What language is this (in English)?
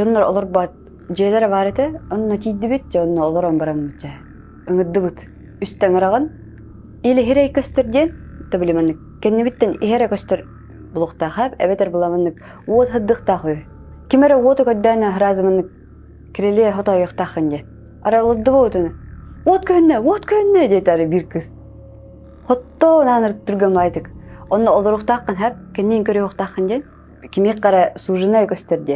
Yakut